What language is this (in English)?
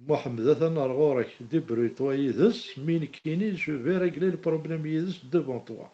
Kabyle